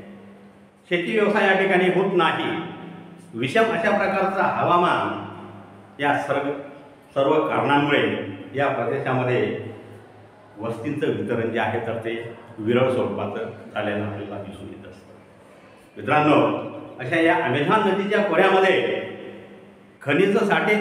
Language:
Marathi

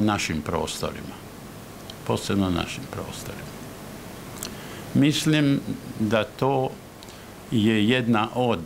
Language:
Croatian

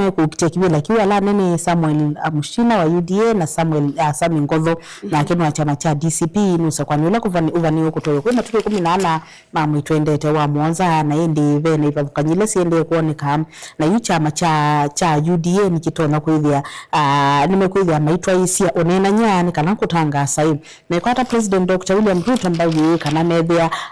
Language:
Kamba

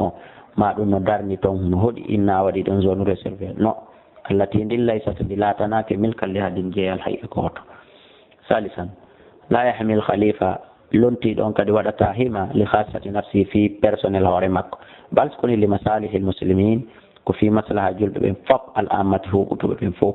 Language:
Fula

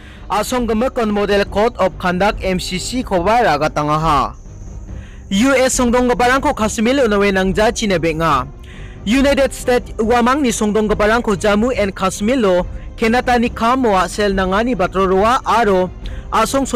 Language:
Garo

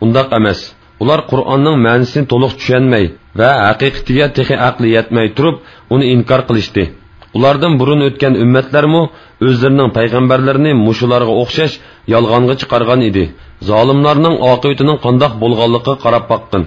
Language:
Uyghur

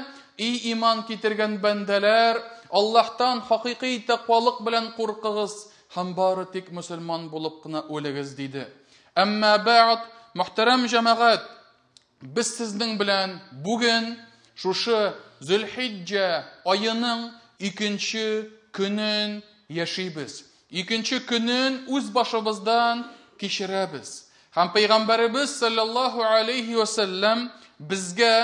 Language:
Tatar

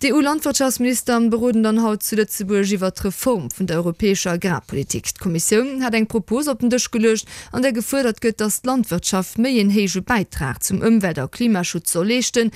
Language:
Luxembourgish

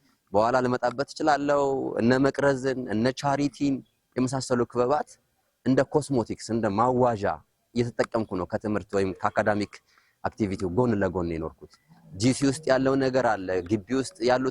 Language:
Amharic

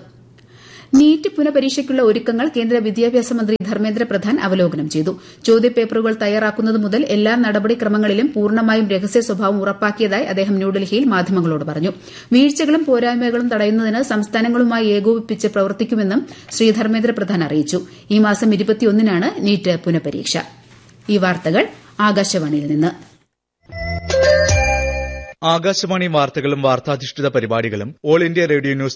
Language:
Malayalam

